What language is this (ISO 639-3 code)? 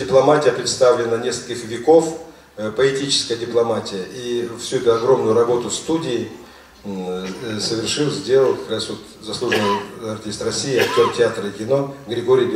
rus